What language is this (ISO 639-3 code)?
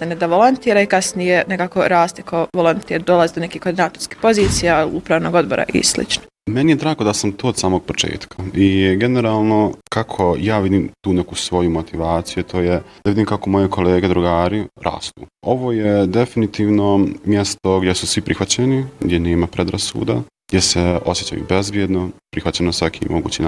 bos